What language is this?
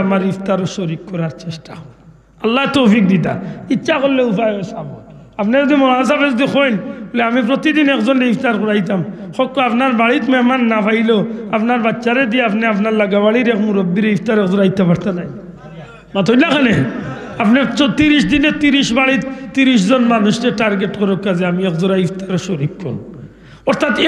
Sylheti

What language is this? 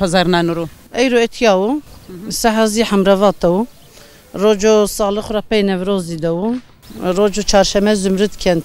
Zaza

